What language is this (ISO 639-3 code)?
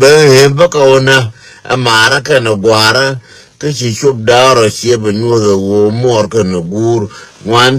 nus